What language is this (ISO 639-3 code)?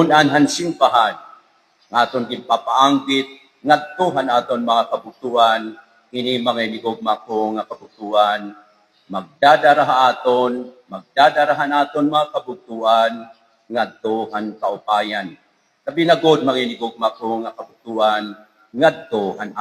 war